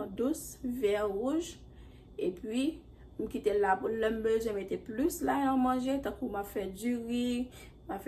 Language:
Haitian Creole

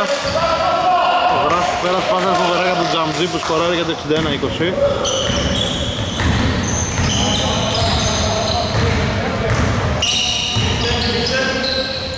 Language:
Greek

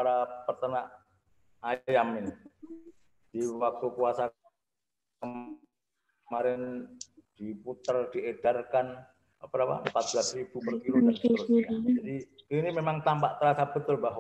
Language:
Indonesian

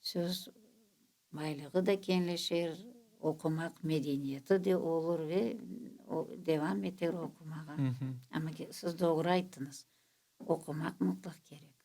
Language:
Crimean Tatar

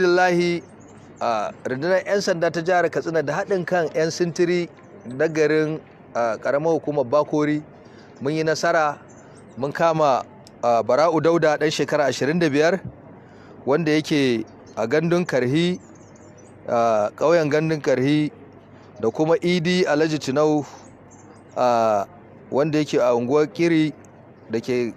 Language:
Hausa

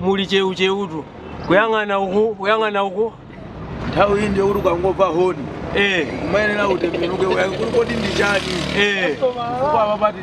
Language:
Nyanja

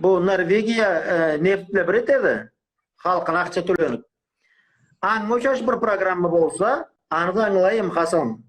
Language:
Karachay-Balkar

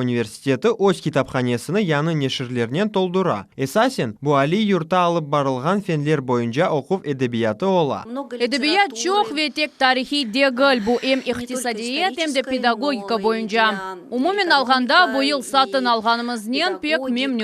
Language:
Crimean Tatar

